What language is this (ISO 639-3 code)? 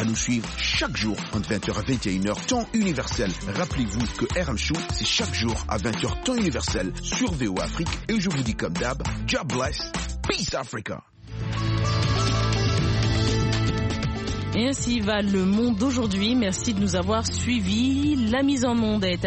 fra